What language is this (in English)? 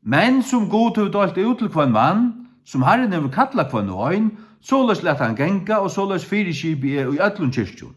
Faroese